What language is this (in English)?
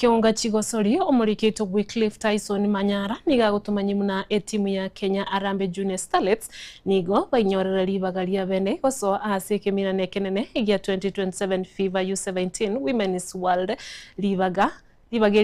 Gusii